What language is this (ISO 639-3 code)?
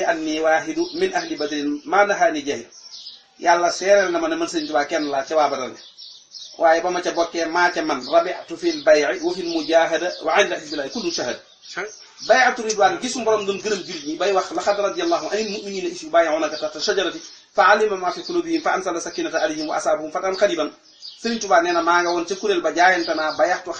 wol